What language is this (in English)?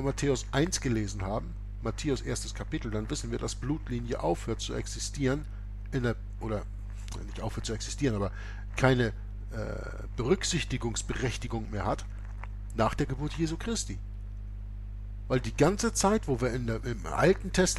German